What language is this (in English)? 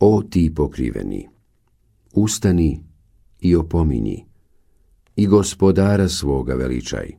Bosnian